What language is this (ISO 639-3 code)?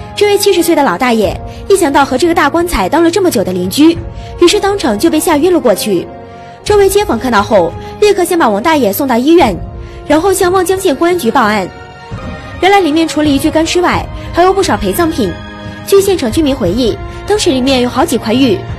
zho